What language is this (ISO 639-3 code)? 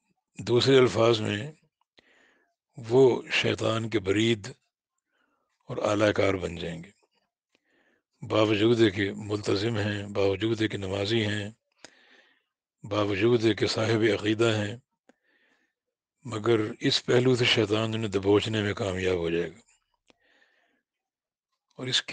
urd